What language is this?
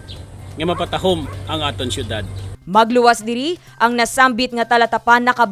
Hiligaynon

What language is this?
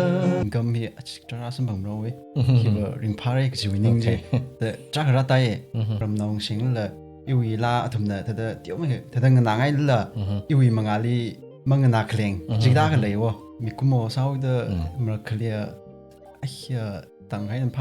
Tangkhul Naga (India)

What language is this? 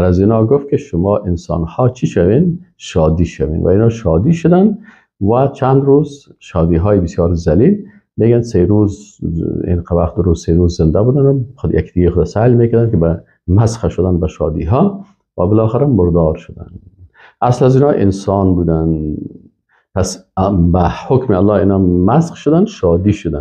Persian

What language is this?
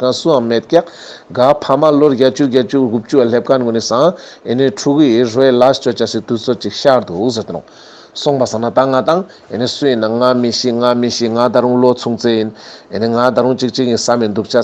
Ladakhi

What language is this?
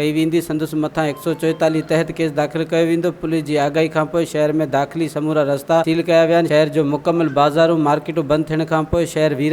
Sindhi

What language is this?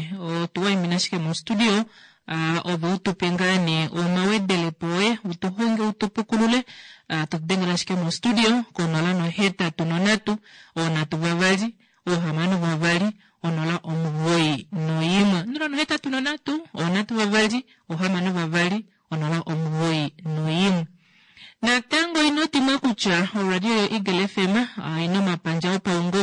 Kuanyama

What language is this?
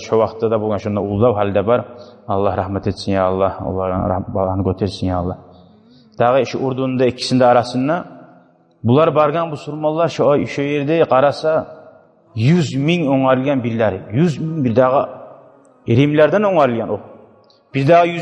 Kumyk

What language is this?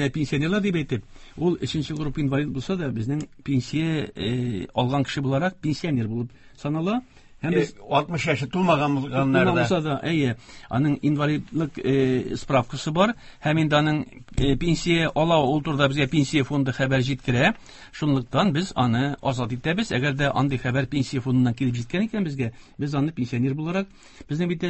Tatar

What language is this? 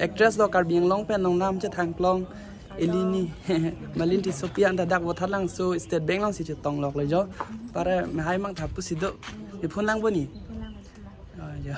Karbi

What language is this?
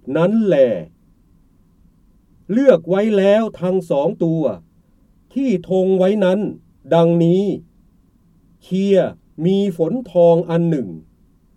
Thai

